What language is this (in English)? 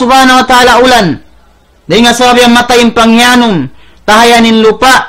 Tausug